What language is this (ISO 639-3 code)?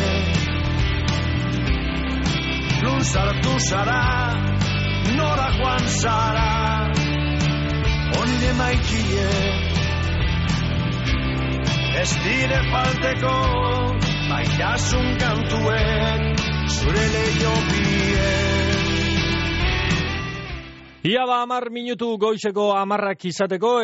eus